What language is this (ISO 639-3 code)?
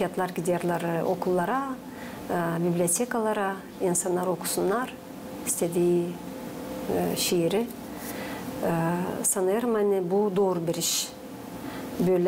gag